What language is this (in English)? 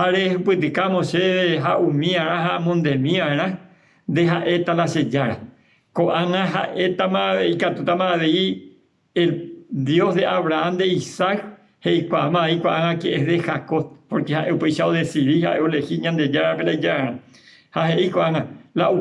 Guarani